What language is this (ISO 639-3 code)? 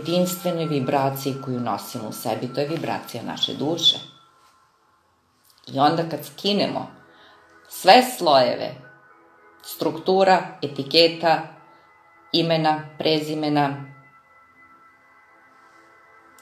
srp